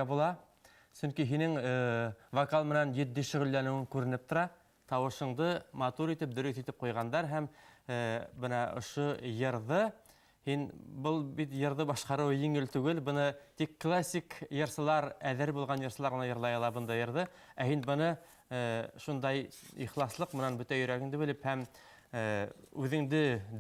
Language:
Bashkir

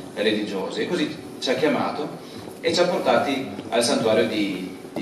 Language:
Italian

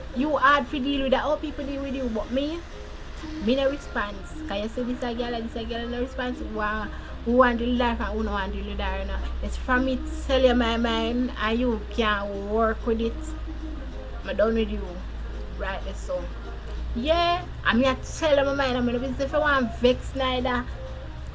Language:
Jamaican Creole English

